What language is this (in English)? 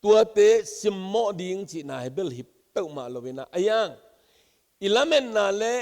Tedim Chin